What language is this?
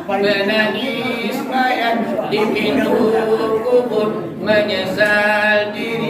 Minangkabau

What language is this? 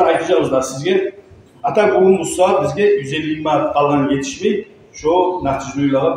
Kumyk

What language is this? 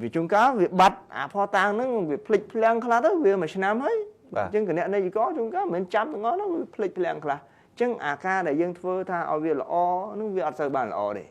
Khmer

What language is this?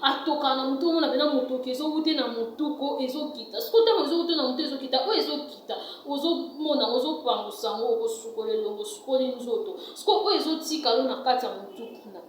Lingala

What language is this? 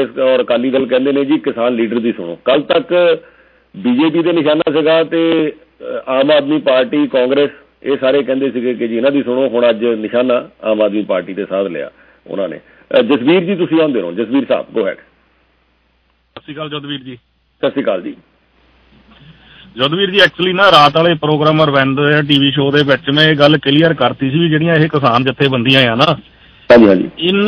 Punjabi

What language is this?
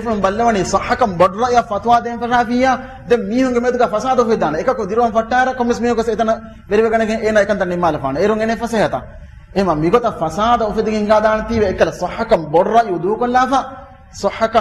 Divehi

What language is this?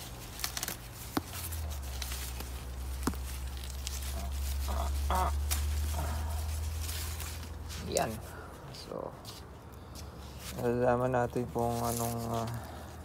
Filipino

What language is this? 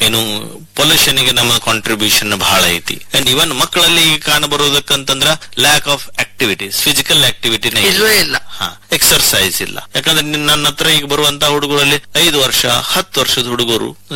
Kannada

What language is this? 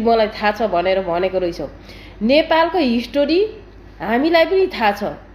Nepali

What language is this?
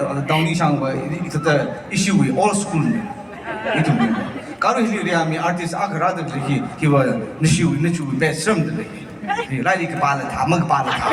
Tangkhul Naga (India)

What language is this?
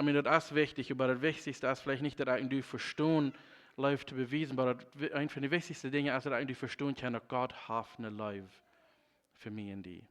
Plautdietsch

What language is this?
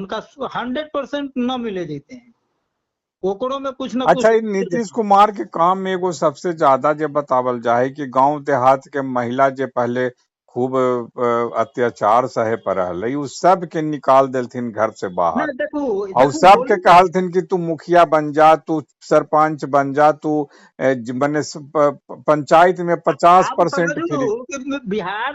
Magahi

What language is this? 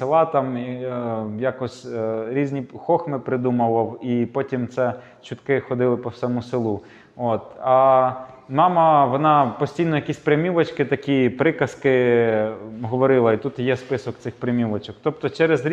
Ukrainian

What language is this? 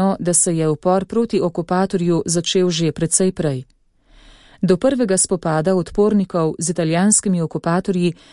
Slovenian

